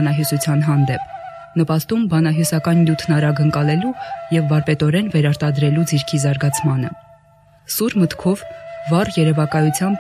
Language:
Armenian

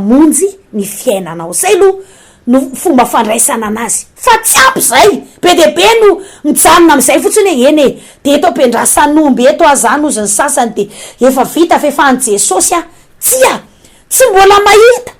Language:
Malagasy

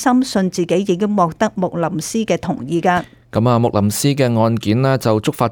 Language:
Cantonese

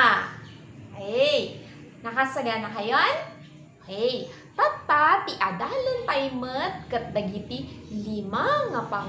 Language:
Iloko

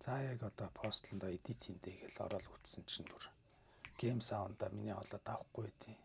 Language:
Mongolian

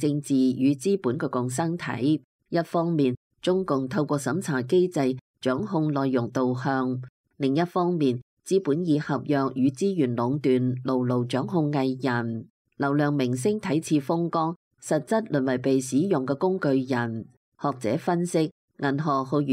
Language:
Cantonese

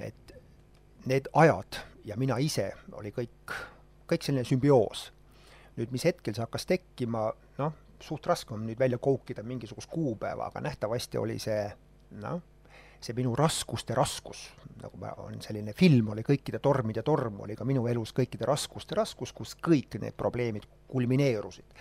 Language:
Estonian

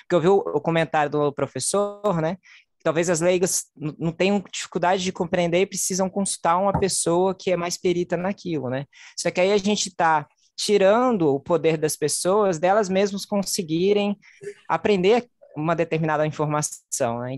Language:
Portuguese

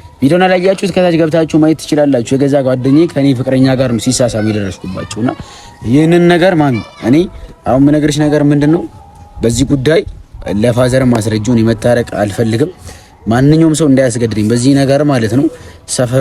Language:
Amharic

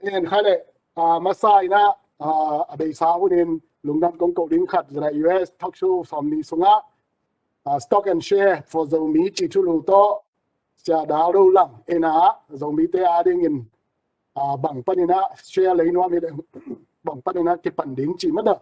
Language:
Tedim Chin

